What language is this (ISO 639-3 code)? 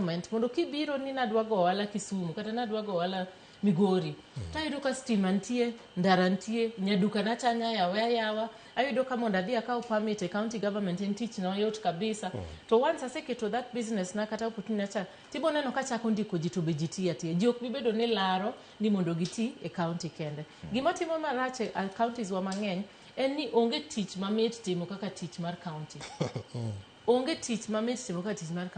luo